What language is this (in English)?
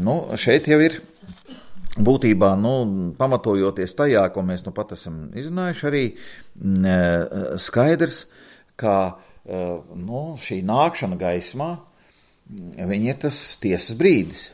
Latvian